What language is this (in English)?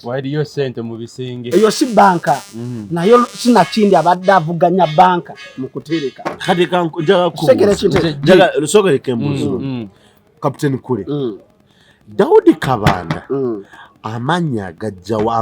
Ganda